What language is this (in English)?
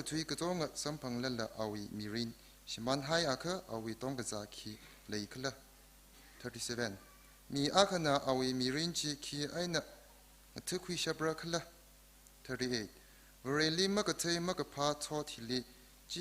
Tangkhul Naga (India)